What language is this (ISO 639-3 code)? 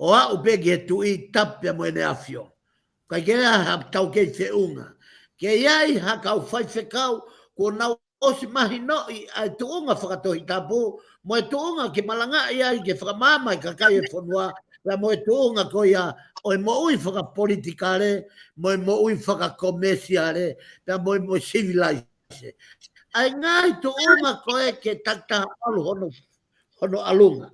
ton